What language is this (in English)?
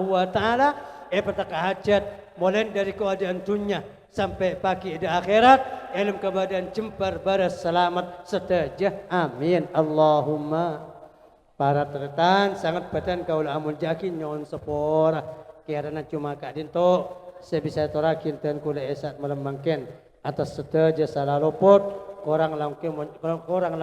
Madurese